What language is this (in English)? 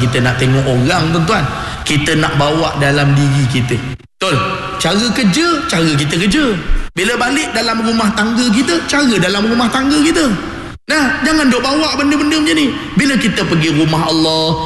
Malay